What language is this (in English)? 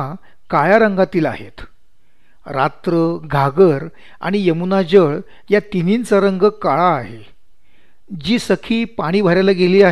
Marathi